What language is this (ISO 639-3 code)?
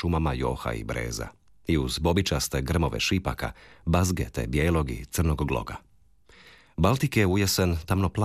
hrv